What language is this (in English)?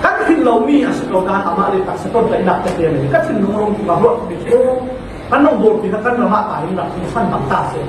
Falam Chin